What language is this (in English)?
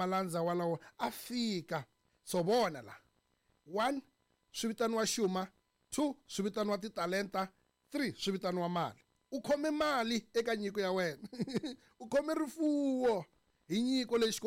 Tsonga